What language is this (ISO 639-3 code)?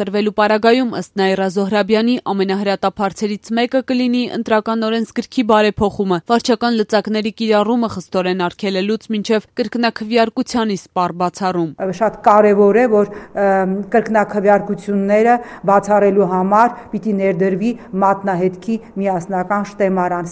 hye